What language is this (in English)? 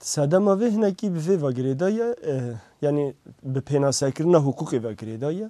Kurdish